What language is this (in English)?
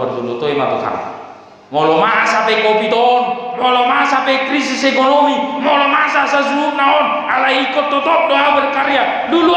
Batak Toba